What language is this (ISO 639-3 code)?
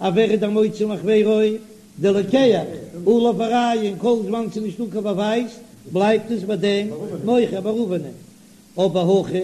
yid